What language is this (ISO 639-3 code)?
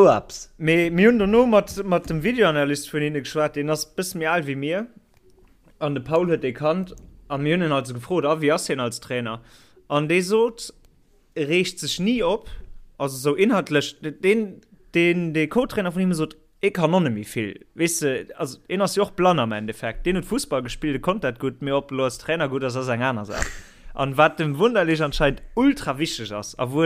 ltz